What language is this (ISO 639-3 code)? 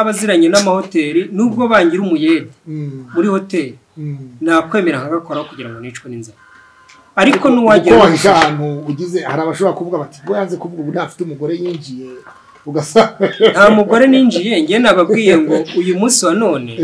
kin